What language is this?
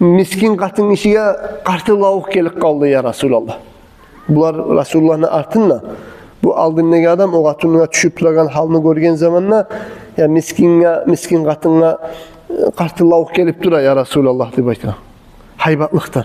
Kumyk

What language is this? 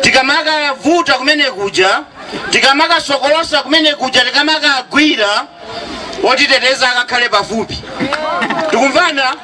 Nyanja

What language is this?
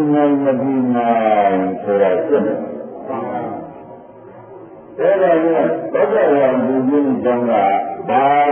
Burmese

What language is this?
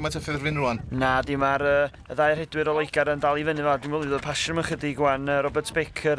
Welsh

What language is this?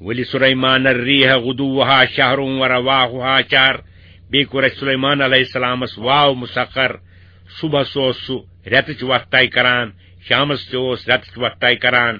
Kashmiri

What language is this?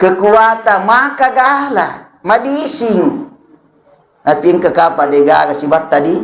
Buginese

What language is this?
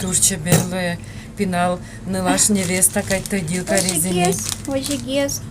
Udmurt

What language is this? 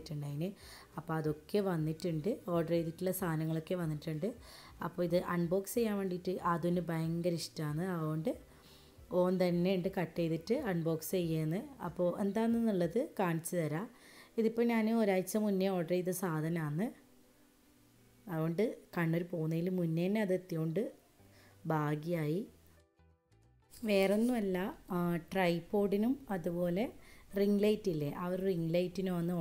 Malayalam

